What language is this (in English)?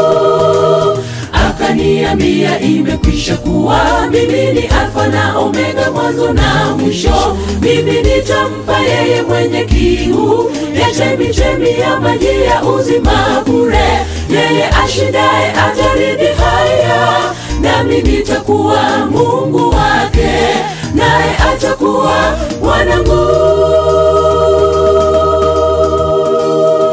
Swahili